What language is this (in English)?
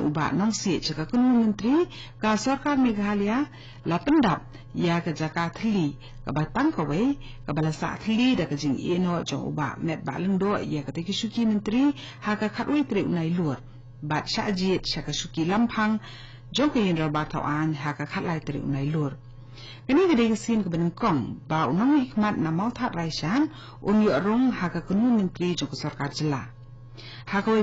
Khasi